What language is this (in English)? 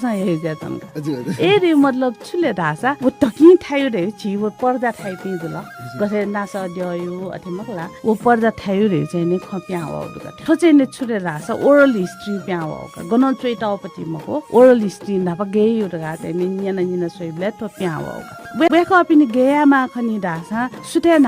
Newari